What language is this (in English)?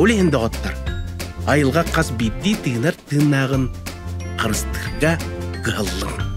Yakut